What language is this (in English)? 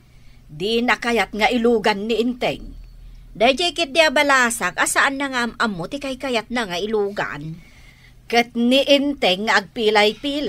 Iloko